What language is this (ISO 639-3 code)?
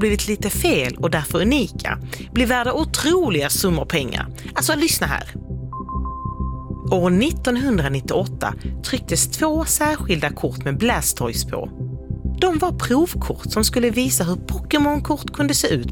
swe